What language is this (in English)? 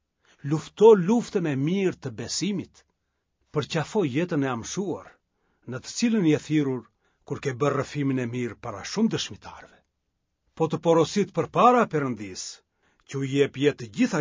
Albanian